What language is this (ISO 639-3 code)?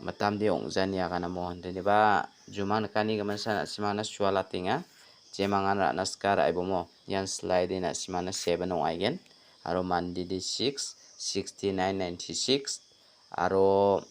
grt